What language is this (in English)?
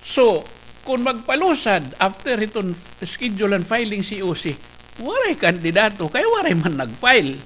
Waray